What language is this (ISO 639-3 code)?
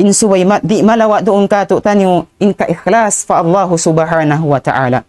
tsg